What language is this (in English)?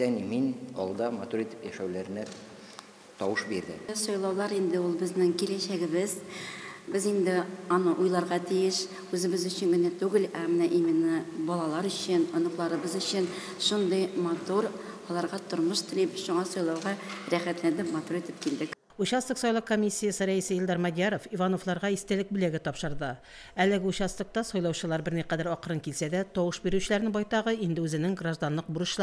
Tatar